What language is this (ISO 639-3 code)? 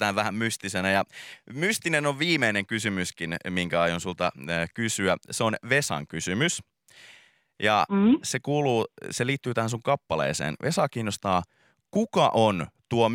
fin